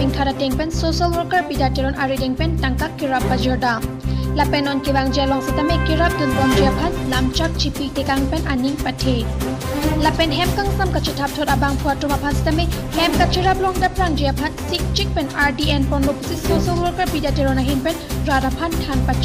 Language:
Karbi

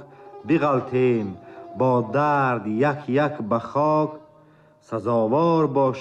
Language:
Tajik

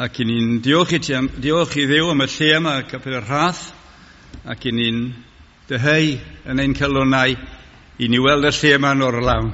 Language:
Welsh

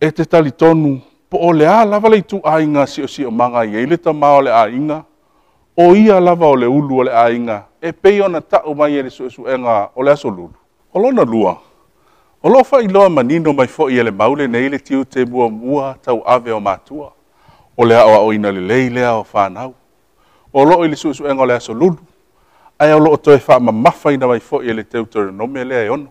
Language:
Samoan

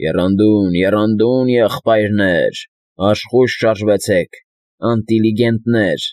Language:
Armenian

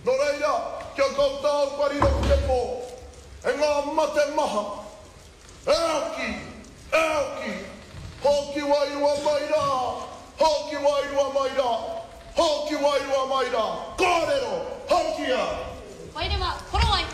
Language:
Māori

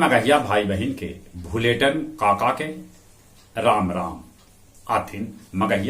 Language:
Magahi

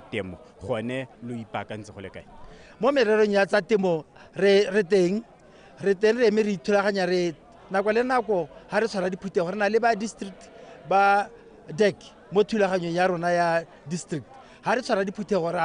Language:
Tswana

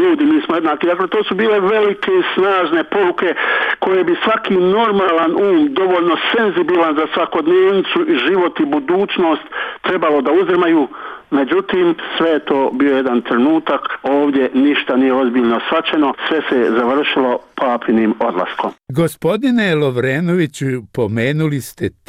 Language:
Bosnian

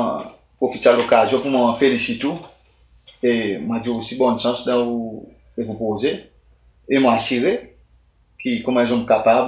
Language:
Seselwa Creole French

